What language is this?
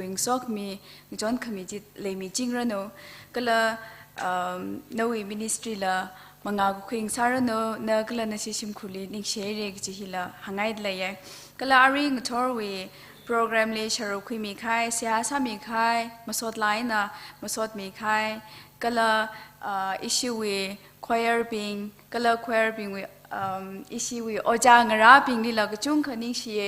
Tangkhul Naga (India)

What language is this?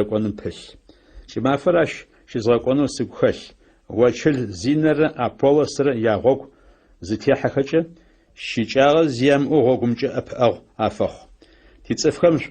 Adyghe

